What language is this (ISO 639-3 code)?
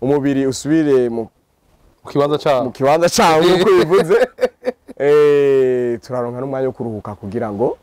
run